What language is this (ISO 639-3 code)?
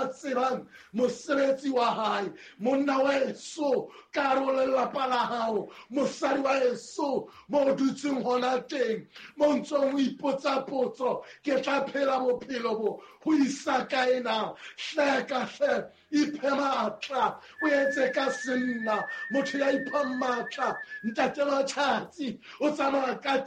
sot